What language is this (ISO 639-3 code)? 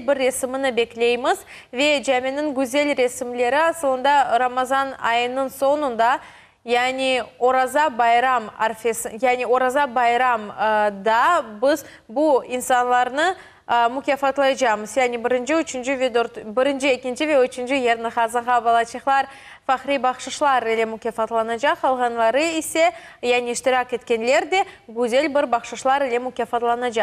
crh